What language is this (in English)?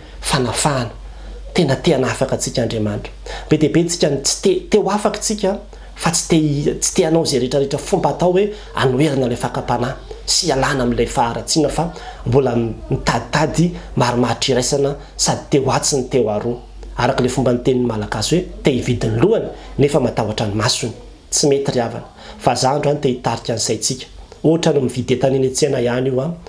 Malagasy